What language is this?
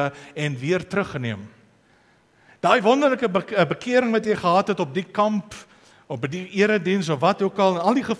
Afrikaans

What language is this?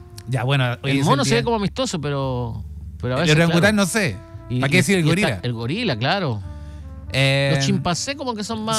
Spanish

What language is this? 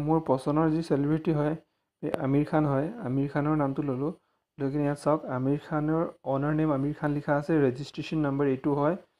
Assamese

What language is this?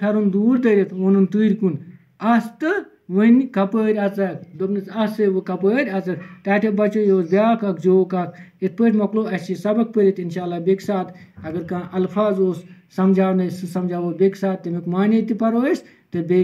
Kashmiri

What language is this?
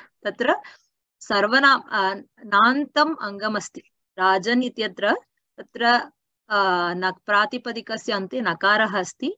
Sanskrit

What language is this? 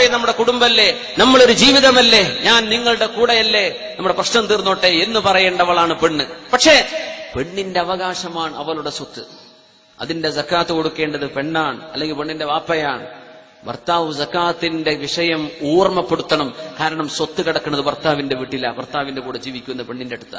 Malayalam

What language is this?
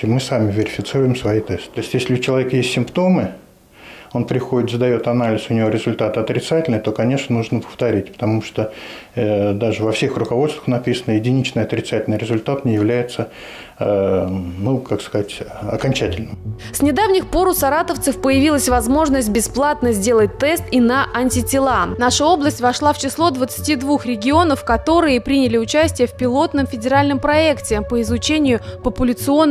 Russian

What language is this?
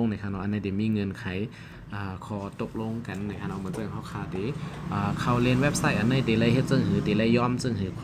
Shan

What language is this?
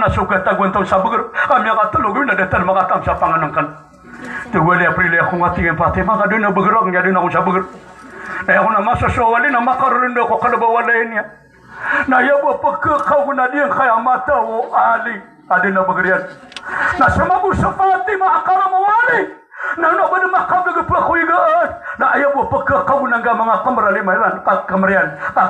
Maranao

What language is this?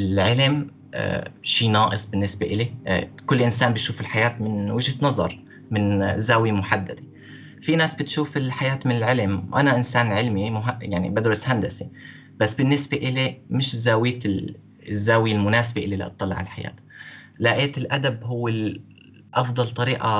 North Levantine Arabic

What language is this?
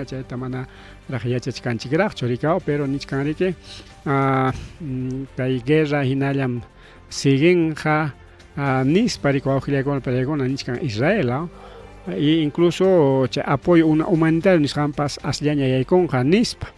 Ayacucho Quechua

